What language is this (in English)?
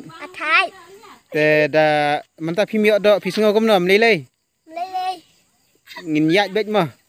Khasi